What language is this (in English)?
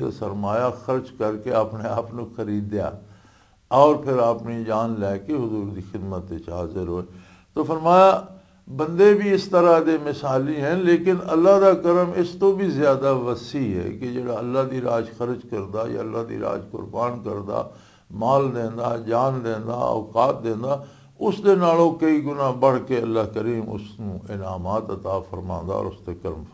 Western Panjabi